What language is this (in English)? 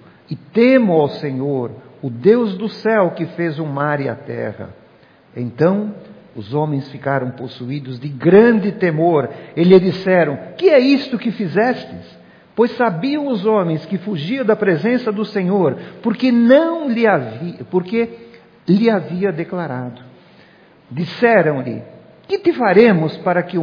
Portuguese